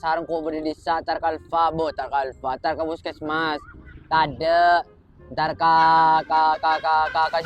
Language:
Madurese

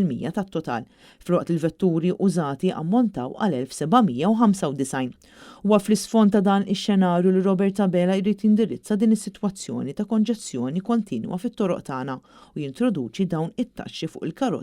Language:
Maltese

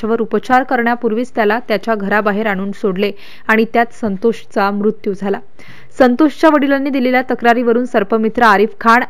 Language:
Marathi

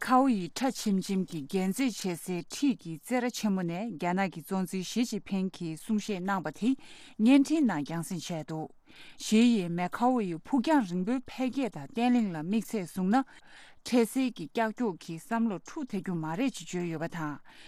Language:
Tibetan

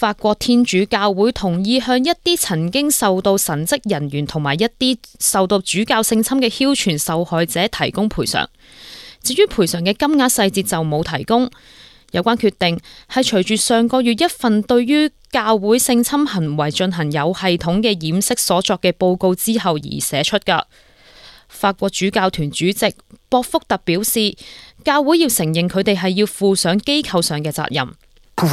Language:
Cantonese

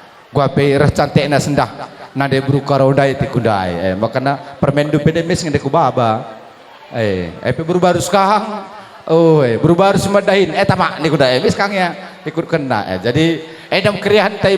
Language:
Batak Karo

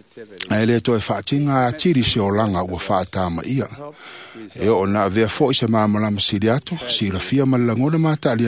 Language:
Samoan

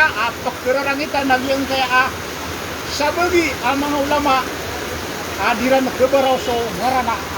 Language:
Maranao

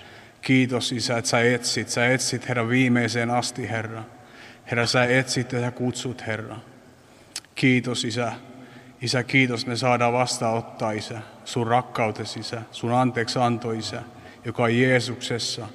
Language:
Finnish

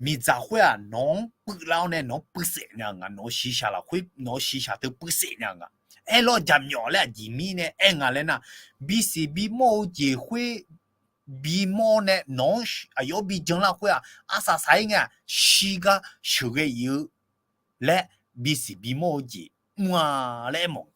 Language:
Akha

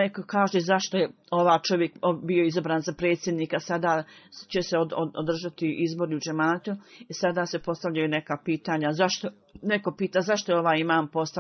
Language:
Bosnian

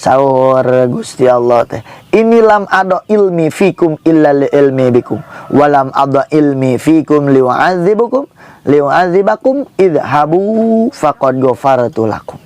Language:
Sundanese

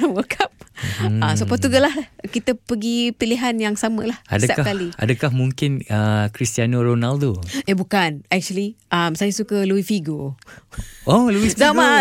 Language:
Malay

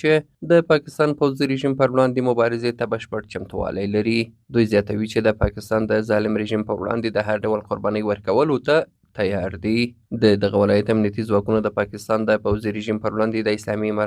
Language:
Pashto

